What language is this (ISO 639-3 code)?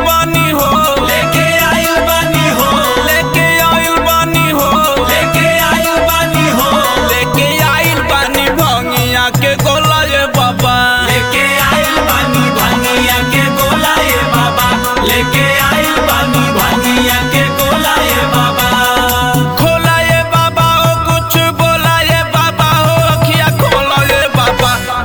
bho